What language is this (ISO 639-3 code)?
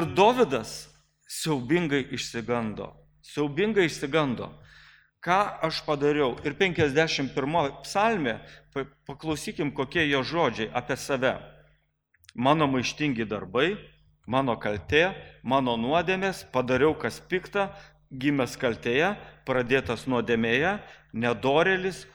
lit